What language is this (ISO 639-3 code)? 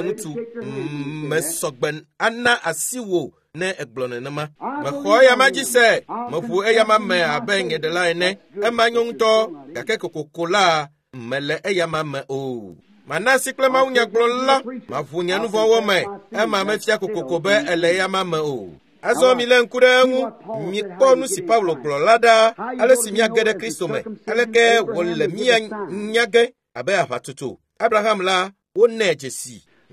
ewe